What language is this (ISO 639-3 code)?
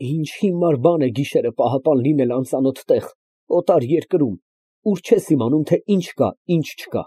hye